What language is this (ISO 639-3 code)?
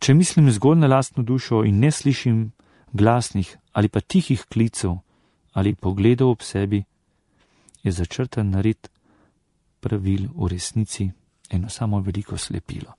slv